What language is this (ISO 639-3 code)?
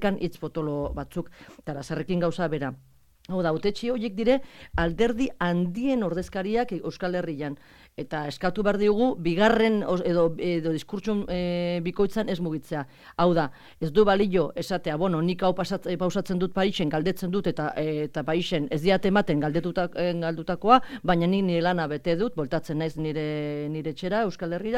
eus